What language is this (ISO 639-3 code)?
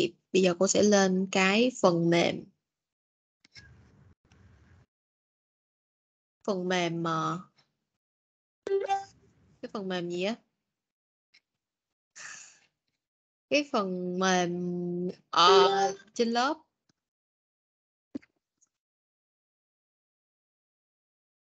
vie